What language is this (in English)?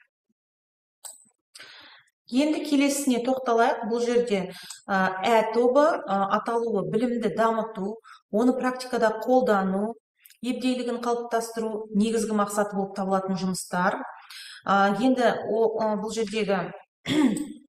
Kazakh